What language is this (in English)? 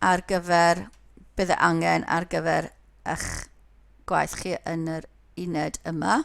Welsh